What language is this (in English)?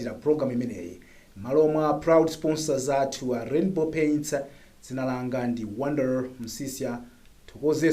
Nyanja